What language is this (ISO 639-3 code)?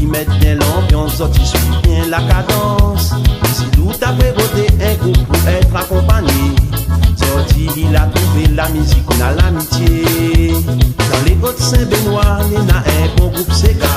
rcf